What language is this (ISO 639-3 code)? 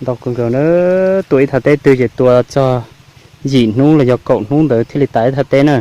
hmn